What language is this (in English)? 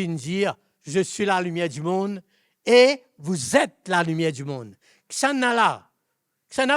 Morisyen